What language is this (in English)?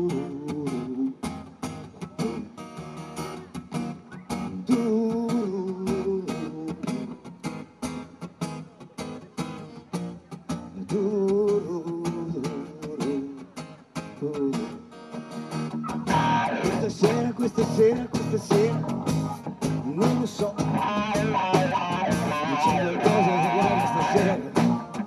Italian